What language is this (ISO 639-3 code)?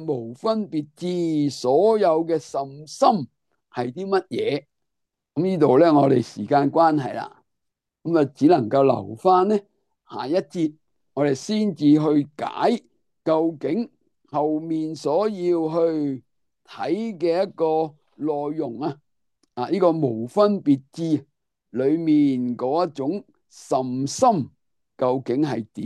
yue